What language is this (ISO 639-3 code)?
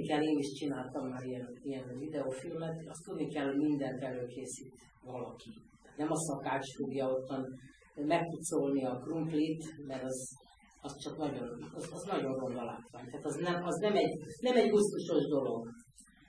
hun